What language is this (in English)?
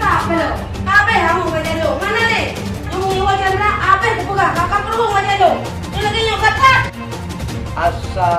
Achinese